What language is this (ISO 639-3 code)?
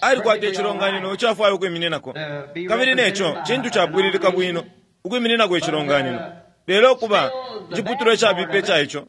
bem